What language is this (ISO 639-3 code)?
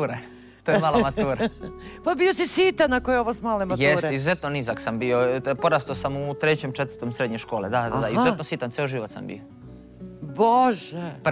srp